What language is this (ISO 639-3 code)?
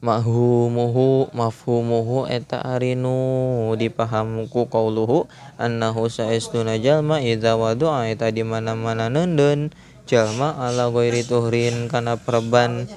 sun